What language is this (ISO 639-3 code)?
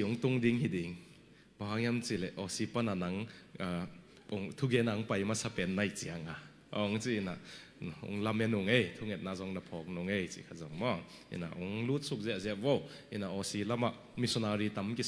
ctd